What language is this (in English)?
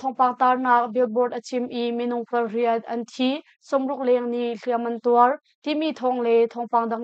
Hakha Chin